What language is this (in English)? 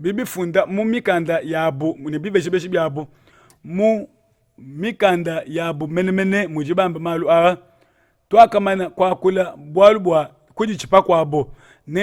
Luba-Lulua